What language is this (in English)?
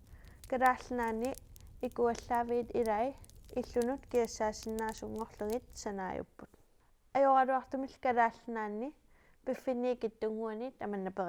Kalaallisut